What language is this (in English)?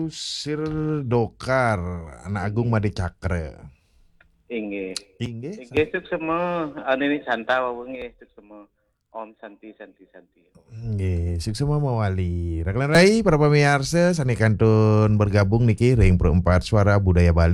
Balinese